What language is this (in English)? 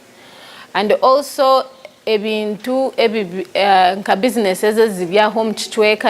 Tooro